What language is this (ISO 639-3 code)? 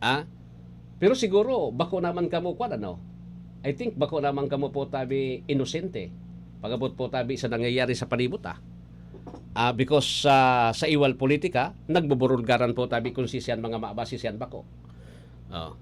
bik